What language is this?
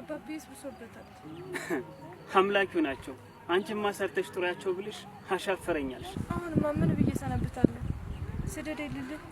Amharic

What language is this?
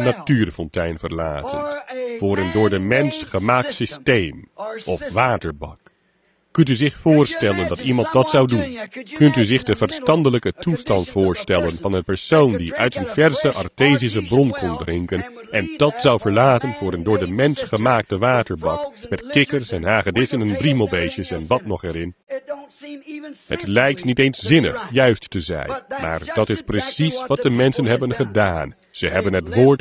Dutch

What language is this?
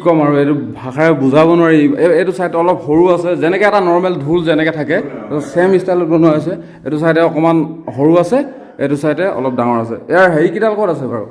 Assamese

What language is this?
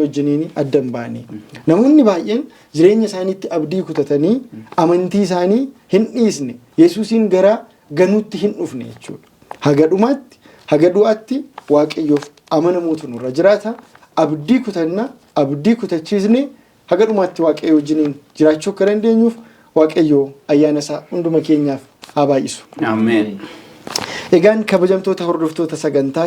Oromo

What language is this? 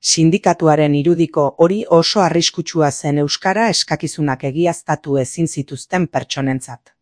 Basque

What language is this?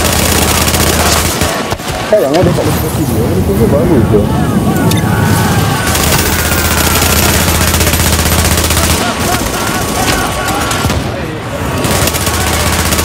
Malay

